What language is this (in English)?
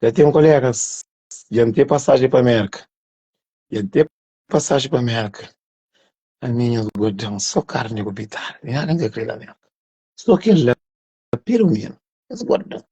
Kabuverdianu